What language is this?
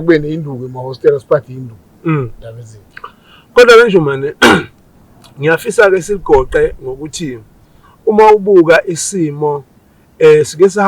Zulu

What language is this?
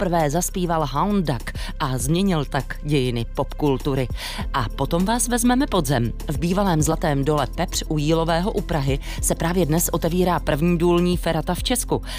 Czech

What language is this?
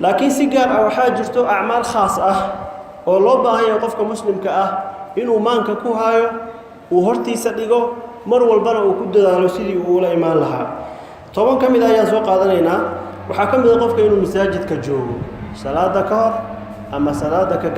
Somali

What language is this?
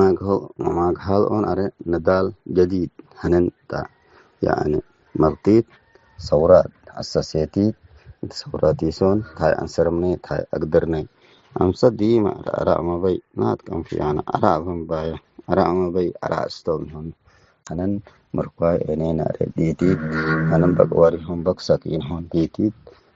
Tigre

